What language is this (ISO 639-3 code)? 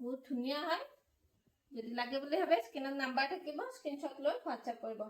asm